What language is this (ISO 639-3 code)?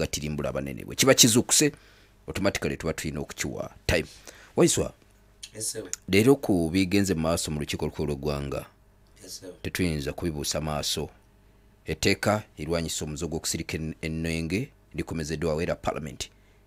lug